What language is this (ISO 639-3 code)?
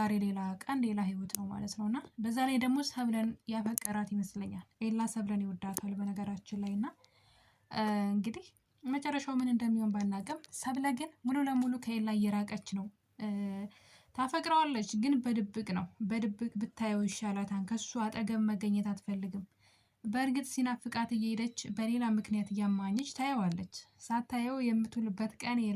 amh